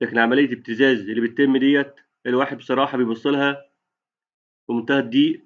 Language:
Egyptian Arabic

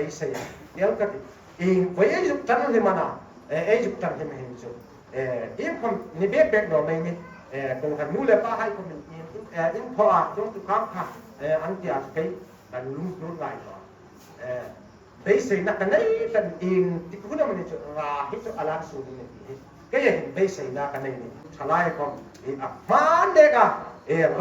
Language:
Hmar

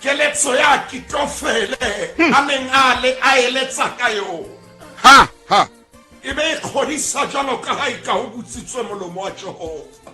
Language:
Southern Sotho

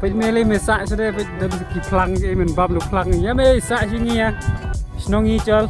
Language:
Khasi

